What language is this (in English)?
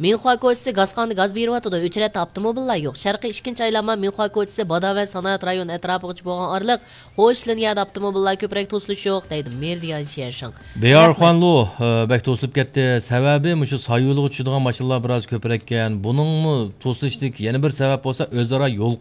Uyghur